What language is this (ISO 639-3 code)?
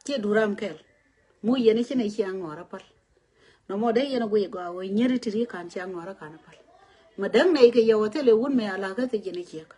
nus